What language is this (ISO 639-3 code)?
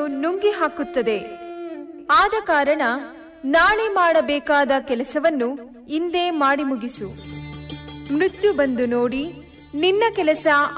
kan